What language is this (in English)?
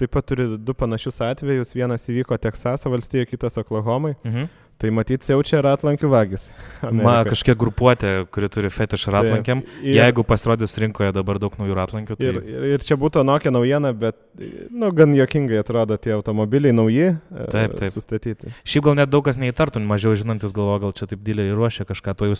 Lithuanian